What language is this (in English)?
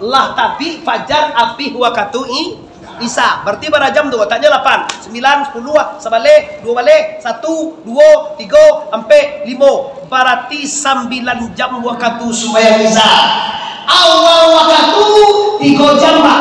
Minangkabau